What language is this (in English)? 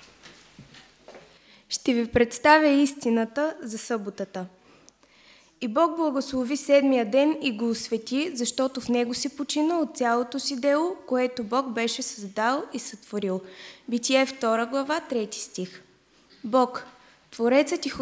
Bulgarian